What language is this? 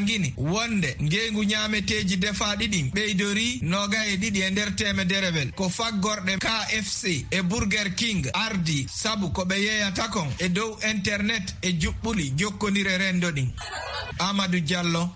Fula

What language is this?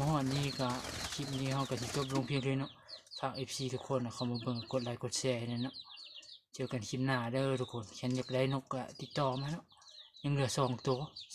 Lao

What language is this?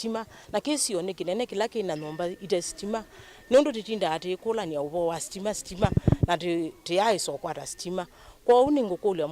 Kamba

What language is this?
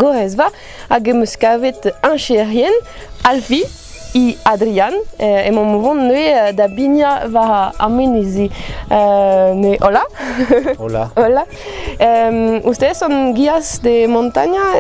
Breton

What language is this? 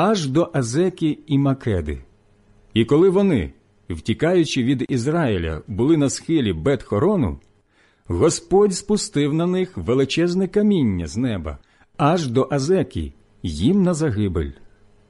Ukrainian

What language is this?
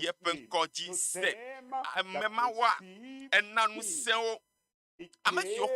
Ewe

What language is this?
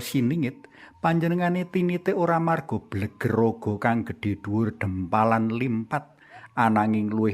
Javanese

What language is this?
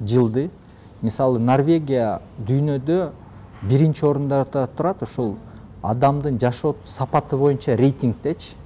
Kyrgyz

